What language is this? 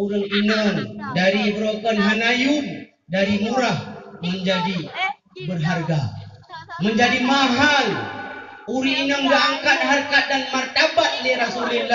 Achinese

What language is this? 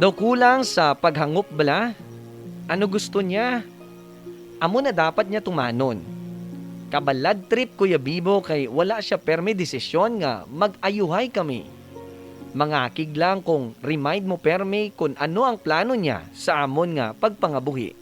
Hiligaynon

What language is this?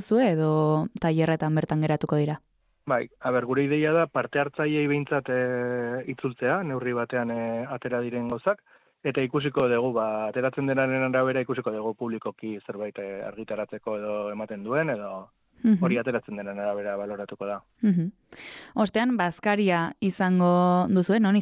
Basque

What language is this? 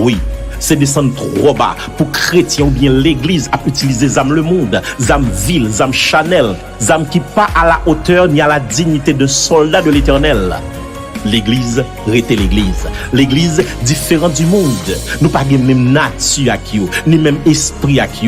Haitian Creole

